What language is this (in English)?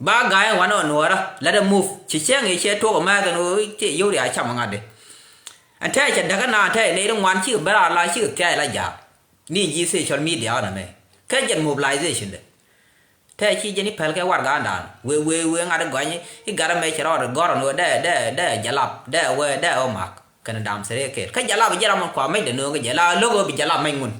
Nuer